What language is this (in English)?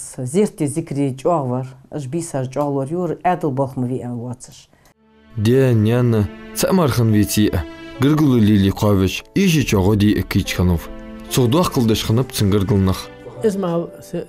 Ingush